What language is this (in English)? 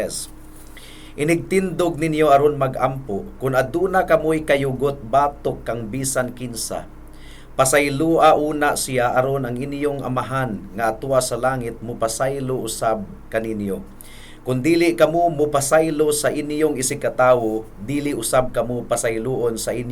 Cebuano